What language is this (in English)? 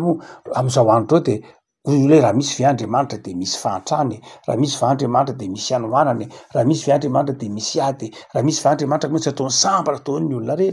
Malagasy